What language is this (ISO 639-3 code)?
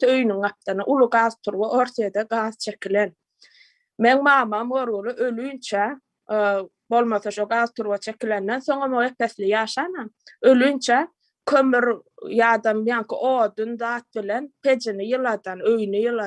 tuk